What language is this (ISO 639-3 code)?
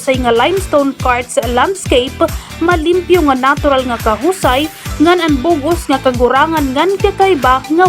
war